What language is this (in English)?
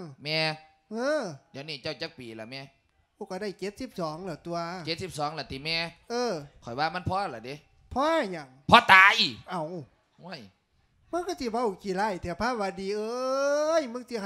Lao